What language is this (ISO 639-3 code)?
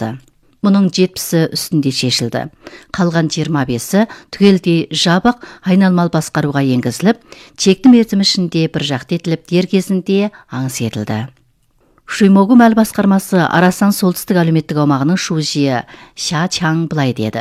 kaz